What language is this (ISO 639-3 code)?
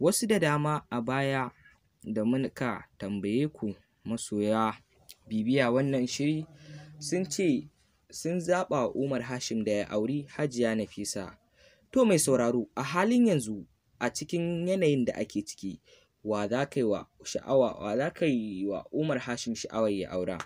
hau